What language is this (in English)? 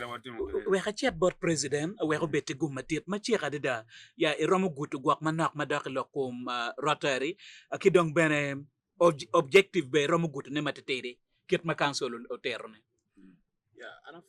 Acoli